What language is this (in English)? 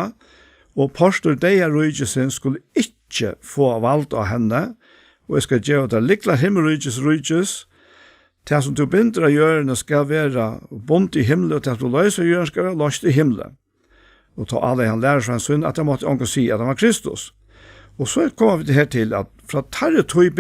Faroese